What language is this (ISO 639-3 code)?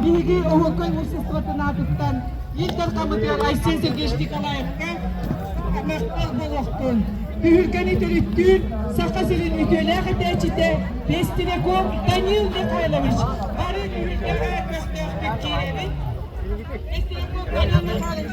sah